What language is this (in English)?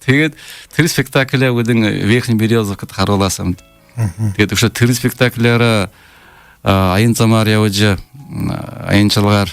Buriat